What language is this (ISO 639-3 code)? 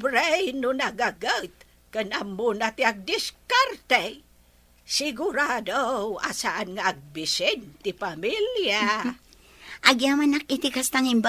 ilo